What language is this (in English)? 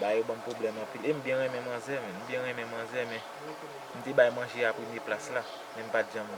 Haitian Creole